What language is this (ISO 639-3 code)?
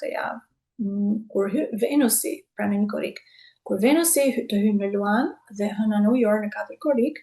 sqi